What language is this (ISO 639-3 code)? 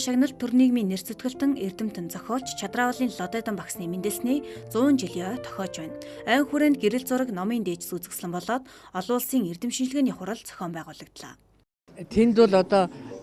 mon